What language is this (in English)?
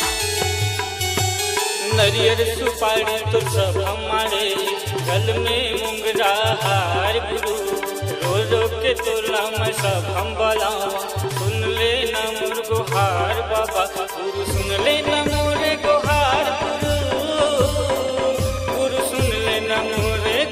Chhattisgarhi